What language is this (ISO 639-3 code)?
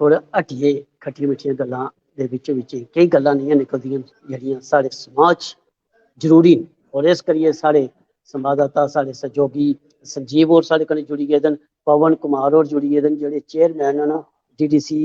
doi